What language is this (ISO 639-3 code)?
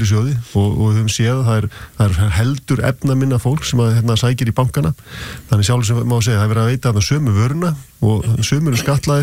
isl